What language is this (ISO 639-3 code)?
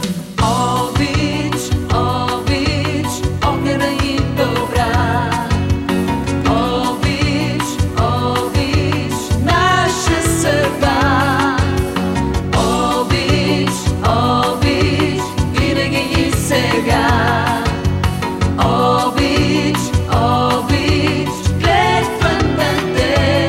bul